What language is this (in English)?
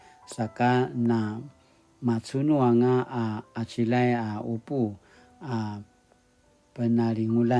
Paiwan